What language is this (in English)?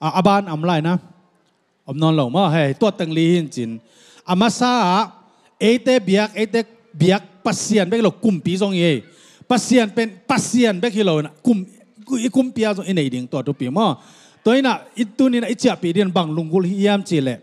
Tedim Chin